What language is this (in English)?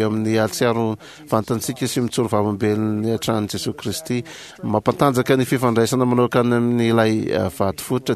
Malagasy